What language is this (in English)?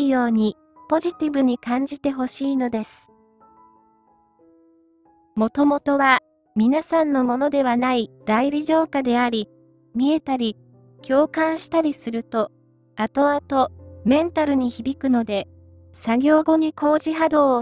Japanese